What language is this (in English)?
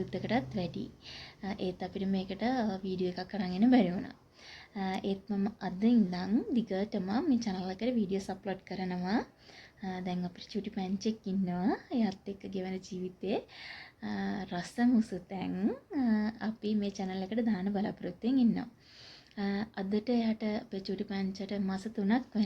Sinhala